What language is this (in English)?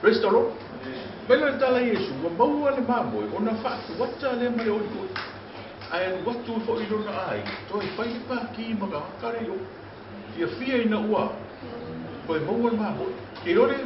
Samoan